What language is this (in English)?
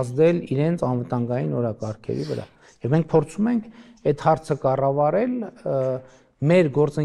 Armenian